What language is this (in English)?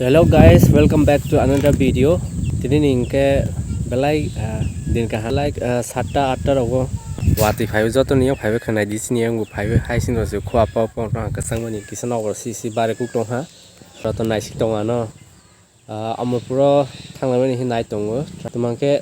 Kok Borok